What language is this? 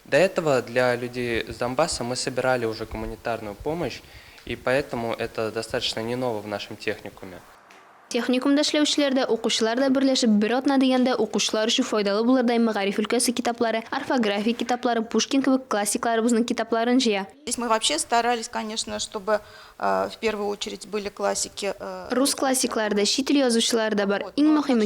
Tatar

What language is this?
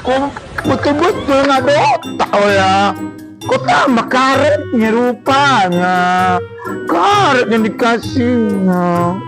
Minangkabau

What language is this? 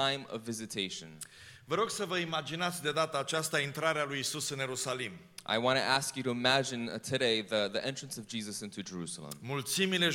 Romanian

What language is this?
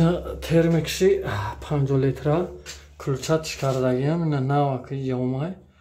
Tajik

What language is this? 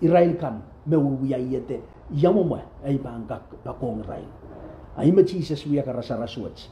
Pohnpeian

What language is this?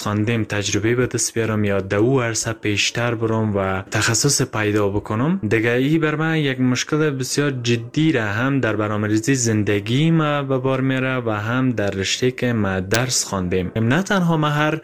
Persian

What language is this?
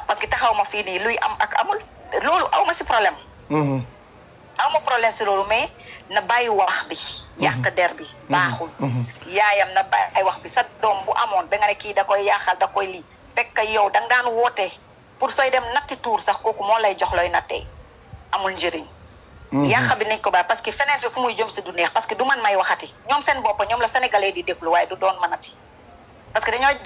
Wolof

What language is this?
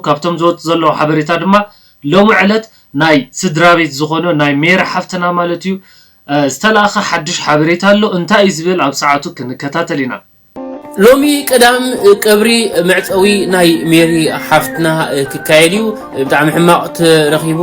Tigrinya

